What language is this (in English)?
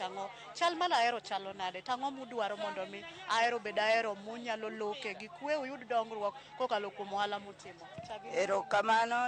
Luo (Kenya and Tanzania)